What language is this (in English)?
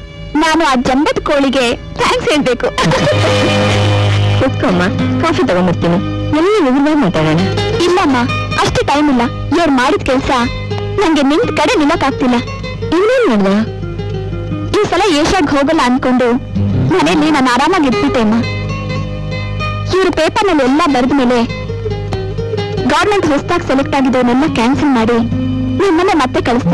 Kannada